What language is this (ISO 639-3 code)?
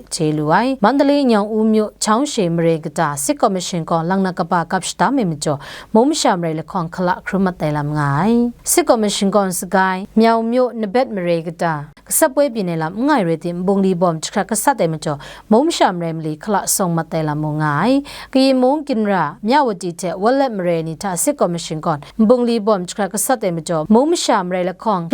kac